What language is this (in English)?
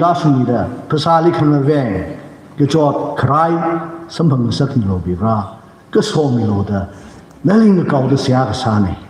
Tangkhul Naga (India)